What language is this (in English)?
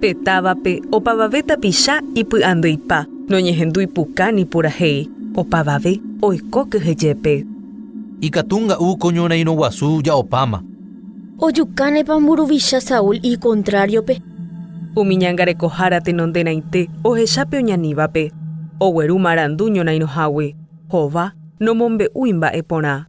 Guarani